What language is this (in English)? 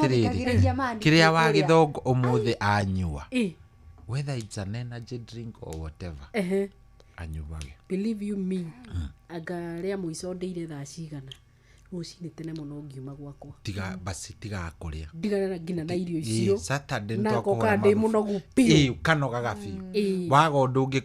Kikuyu